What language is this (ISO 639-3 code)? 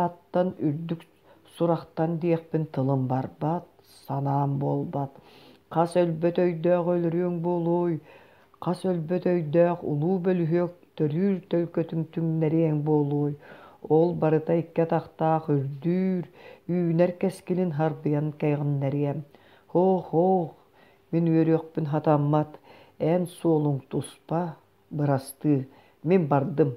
sah